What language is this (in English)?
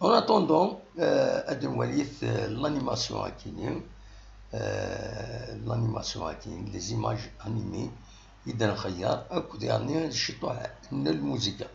Kabyle